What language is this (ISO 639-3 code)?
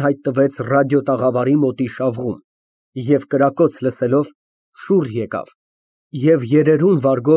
hye